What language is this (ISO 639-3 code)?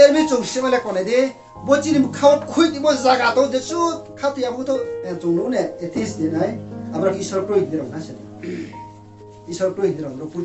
ria